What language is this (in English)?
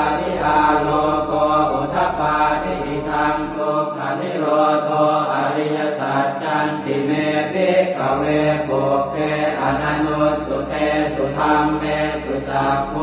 Pali